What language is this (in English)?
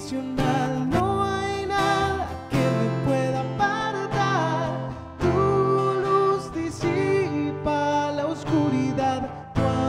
Spanish